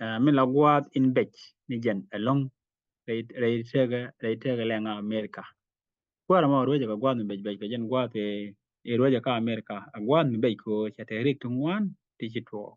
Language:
Nuer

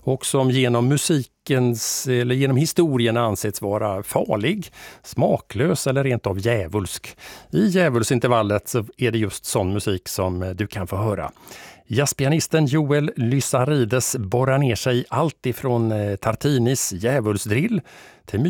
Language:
Swedish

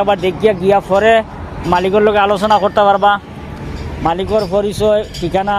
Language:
Sylheti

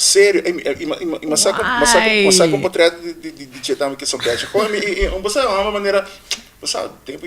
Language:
Papiamento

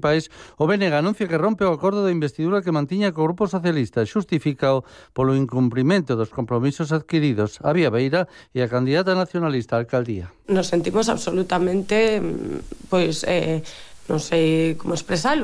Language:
Galician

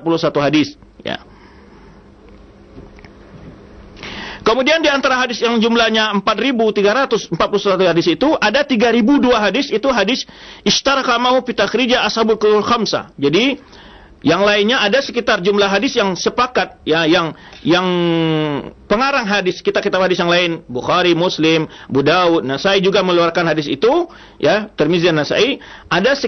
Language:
Indonesian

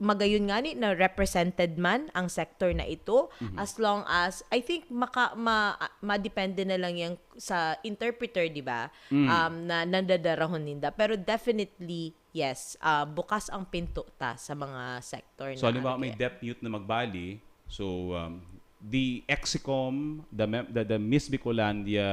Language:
Bikol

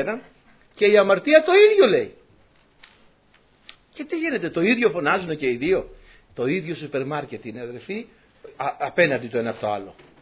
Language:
Greek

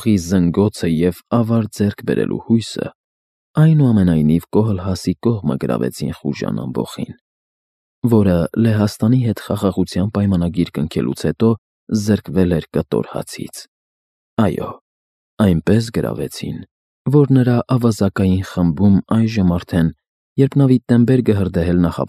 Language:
Armenian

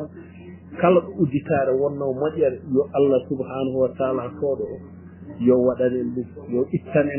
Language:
Fula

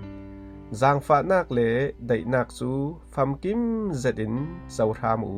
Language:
Falam Chin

